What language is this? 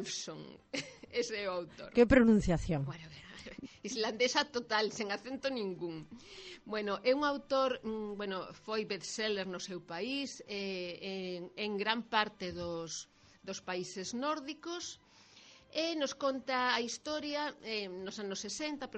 Galician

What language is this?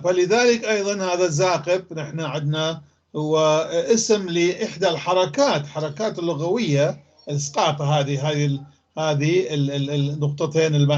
North Levantine Arabic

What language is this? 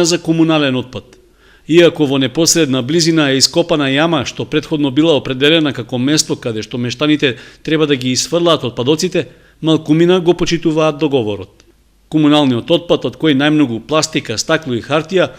Macedonian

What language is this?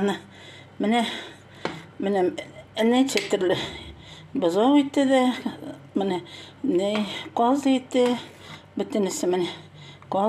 Tatar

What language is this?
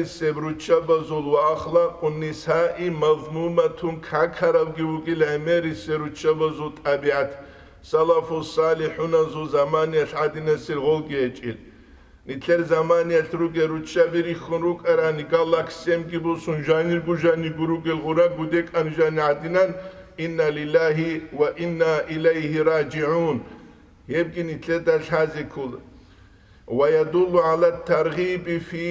Avaric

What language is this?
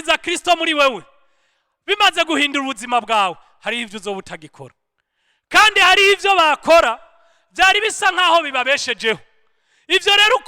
Rundi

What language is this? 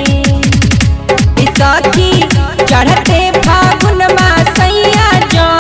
Bhojpuri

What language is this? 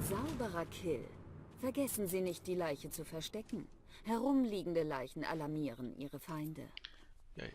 Swiss German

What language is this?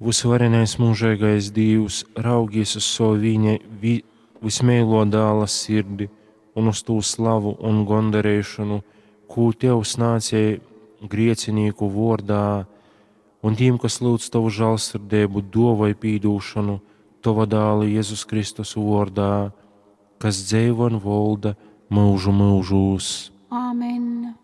Latgalian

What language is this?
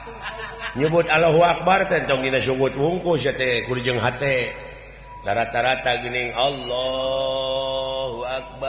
Sundanese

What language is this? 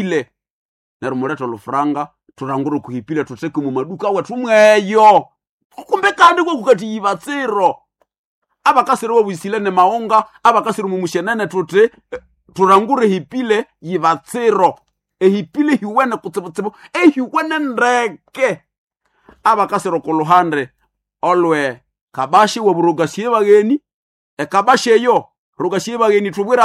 Nande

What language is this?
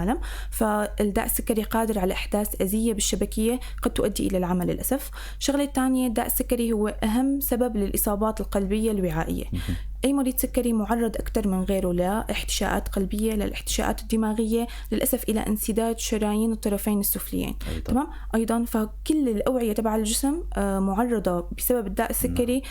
North Levantine Arabic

